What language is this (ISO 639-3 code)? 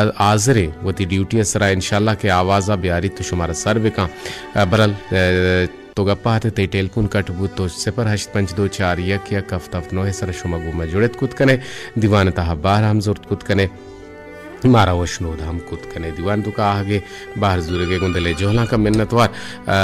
bal